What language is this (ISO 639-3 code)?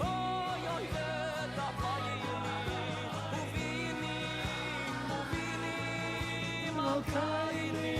yid